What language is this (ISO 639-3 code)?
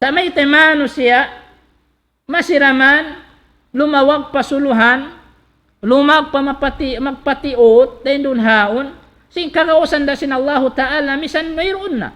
tsg